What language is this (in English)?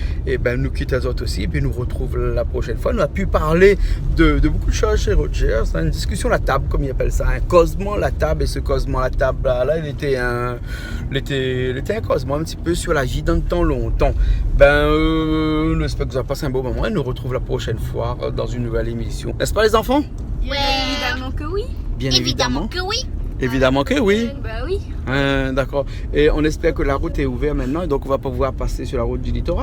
Réunion Creole French